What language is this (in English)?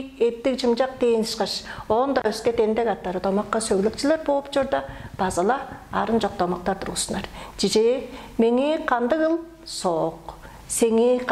Tuvinian